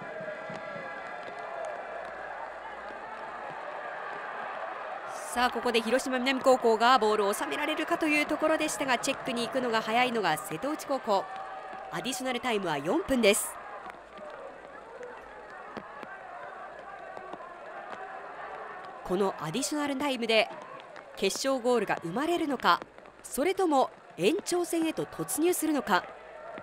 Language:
Japanese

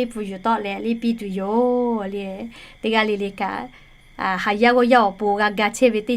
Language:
Lahu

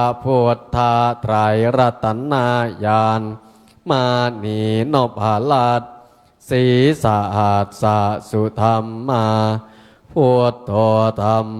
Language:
Pali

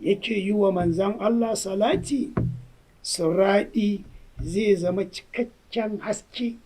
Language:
Hausa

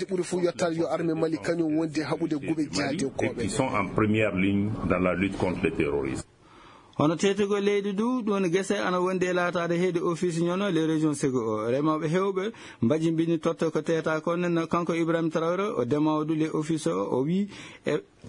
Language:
Fula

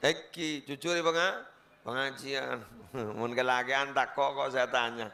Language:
Madurese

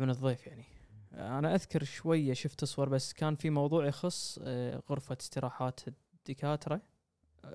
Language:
Gulf Arabic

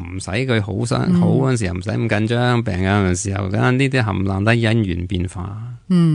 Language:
Cantonese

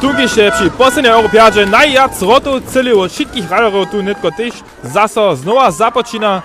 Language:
Upper Sorbian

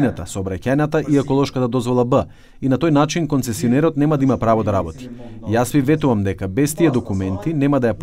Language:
Macedonian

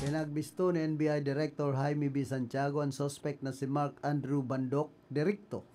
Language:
Bikol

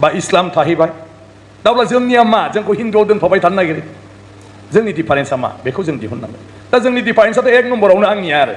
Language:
Bodo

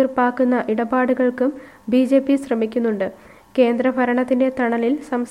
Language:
Malayalam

